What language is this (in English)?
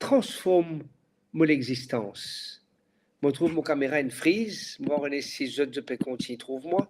Morisyen